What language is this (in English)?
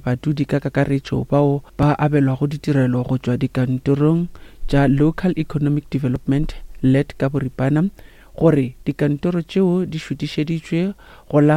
Northern Sotho